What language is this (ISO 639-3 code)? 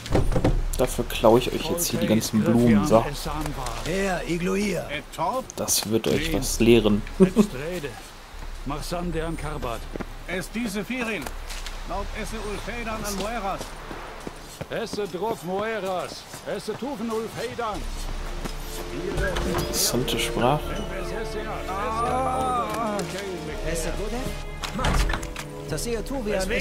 deu